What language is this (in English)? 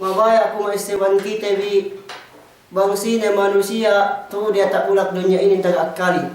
Yakan